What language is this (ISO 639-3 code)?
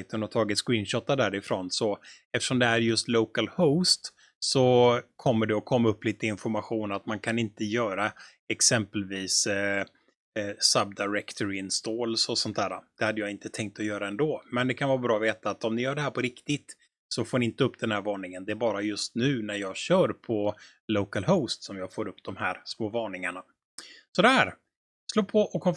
swe